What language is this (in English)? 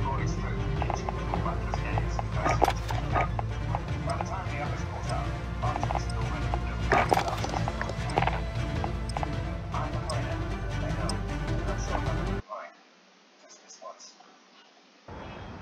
English